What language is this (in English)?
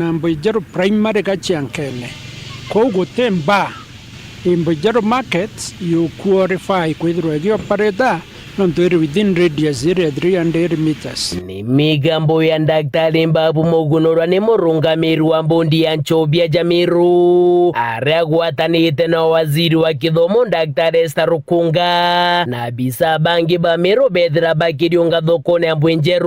Meru